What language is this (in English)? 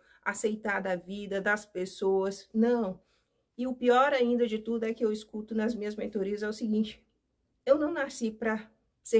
Portuguese